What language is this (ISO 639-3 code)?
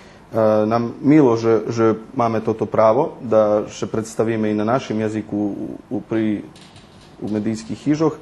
rue